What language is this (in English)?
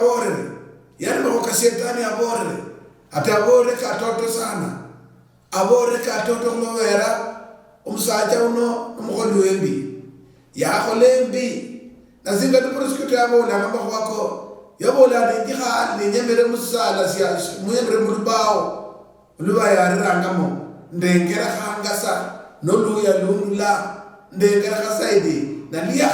Luyia